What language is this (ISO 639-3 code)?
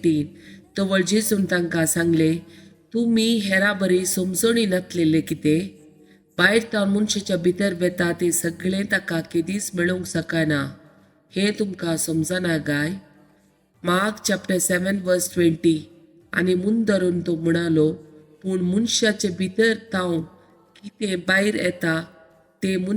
kok